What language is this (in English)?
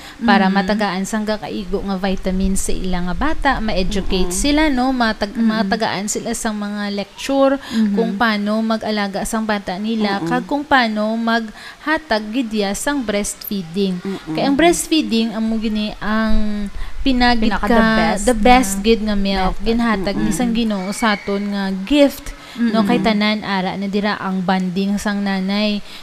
Hiligaynon